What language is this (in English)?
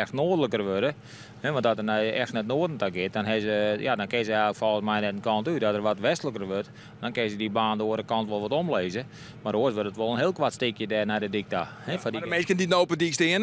Western Frisian